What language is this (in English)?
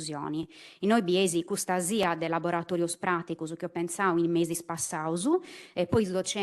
Sardinian